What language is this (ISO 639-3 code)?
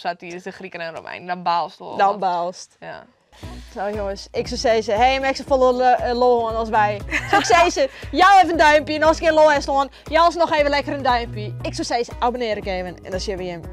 fry